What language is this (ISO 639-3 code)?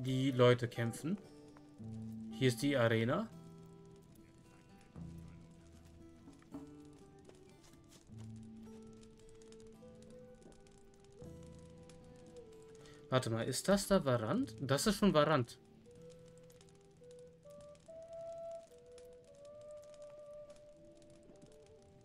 deu